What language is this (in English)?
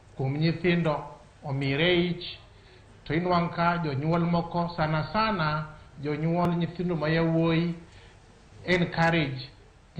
Luo (Kenya and Tanzania)